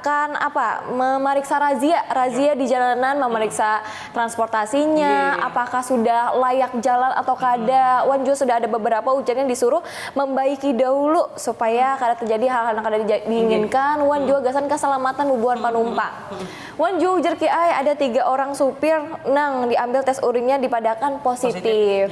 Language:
Banjar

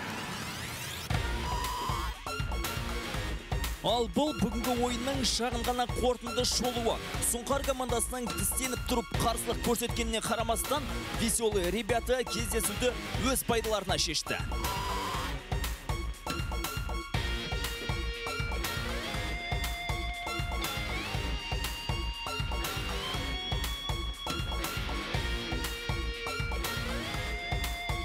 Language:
Kazakh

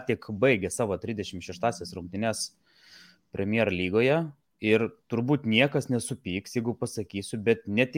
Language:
Lithuanian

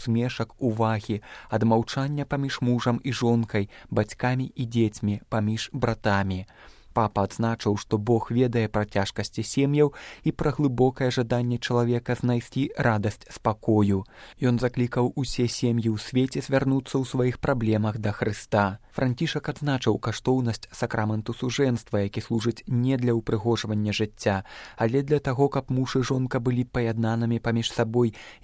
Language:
Belarusian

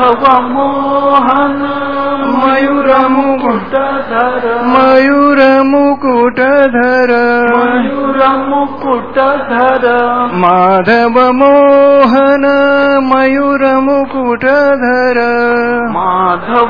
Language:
Marathi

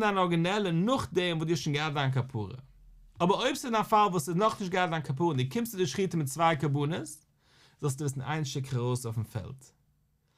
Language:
Yiddish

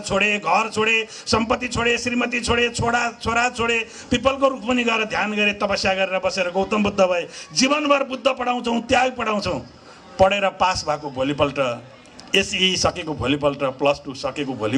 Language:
Nepali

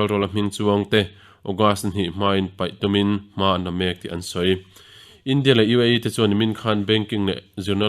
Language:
Mizo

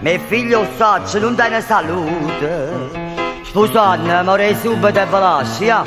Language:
Neapolitan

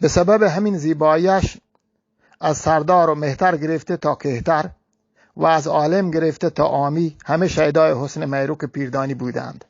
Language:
Eastern Balochi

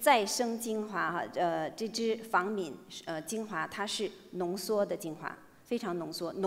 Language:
Chinese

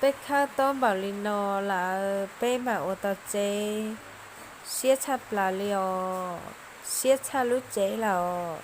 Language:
Hmong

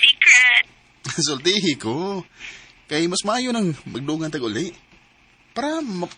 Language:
Cebuano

